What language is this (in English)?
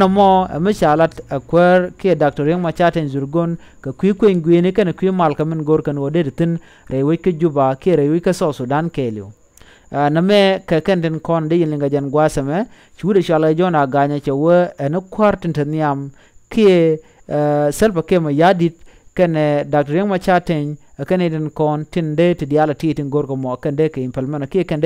Nuer